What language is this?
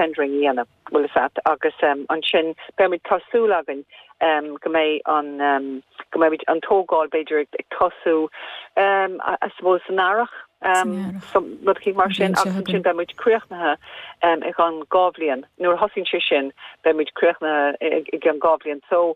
Irish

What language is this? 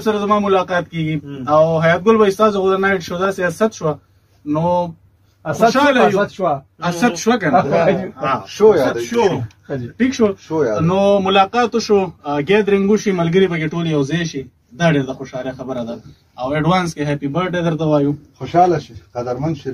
Pashto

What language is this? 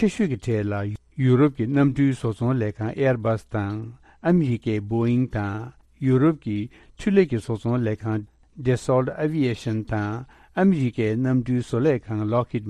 Tibetan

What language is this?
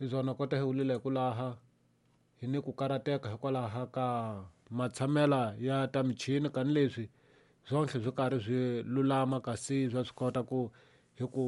Tsonga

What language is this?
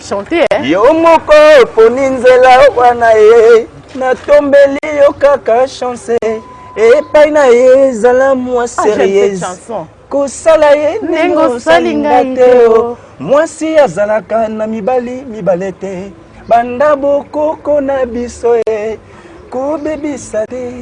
Lingala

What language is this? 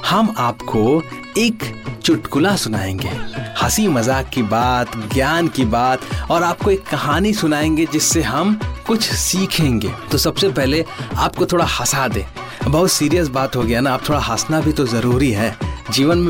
Hindi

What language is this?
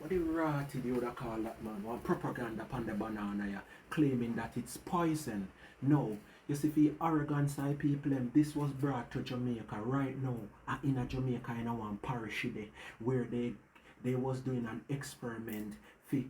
Jamaican Creole English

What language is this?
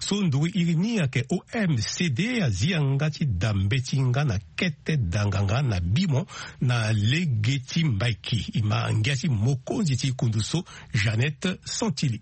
Sango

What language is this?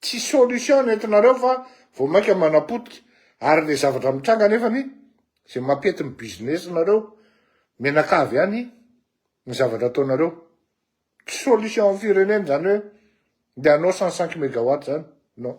Malagasy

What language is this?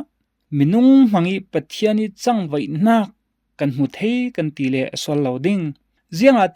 Falam Chin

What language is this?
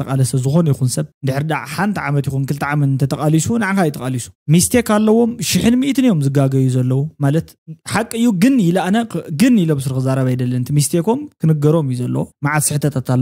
Tigrinya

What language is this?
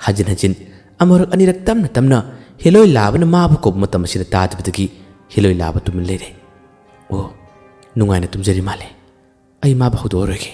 Manipuri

